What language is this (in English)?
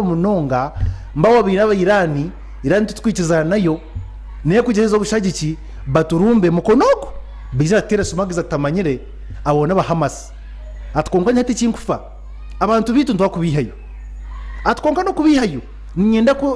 Nyankole